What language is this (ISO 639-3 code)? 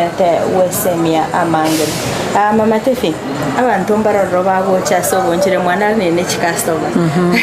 guz